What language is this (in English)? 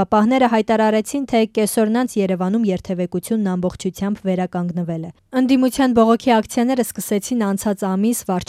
Armenian